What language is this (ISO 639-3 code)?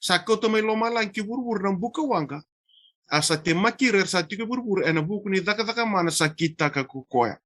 fij